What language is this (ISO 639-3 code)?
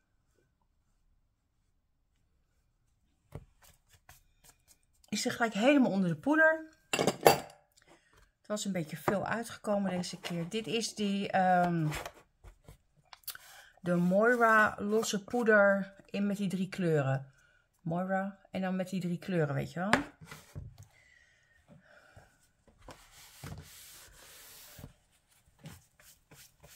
nld